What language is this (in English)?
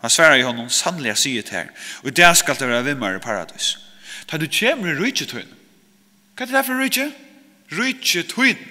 Faroese